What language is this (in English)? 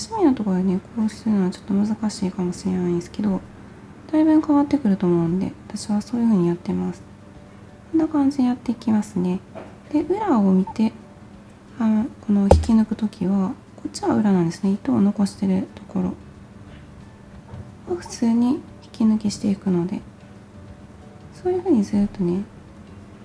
Japanese